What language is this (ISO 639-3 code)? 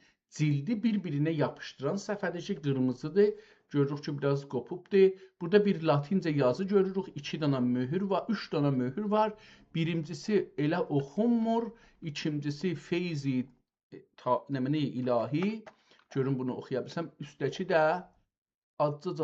azb